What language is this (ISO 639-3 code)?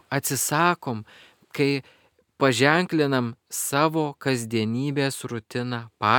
lit